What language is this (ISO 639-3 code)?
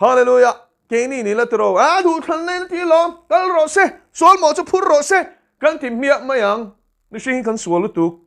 lus